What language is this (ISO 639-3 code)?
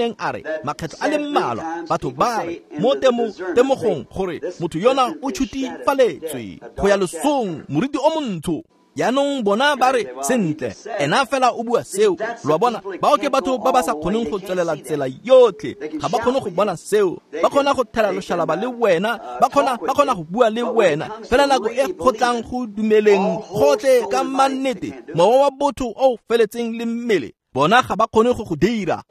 tsn